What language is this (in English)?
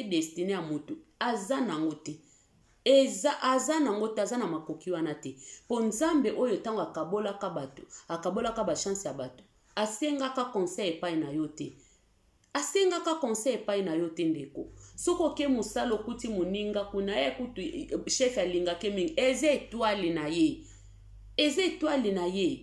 Lingala